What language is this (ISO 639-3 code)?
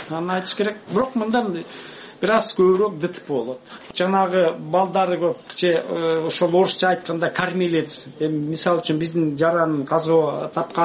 kir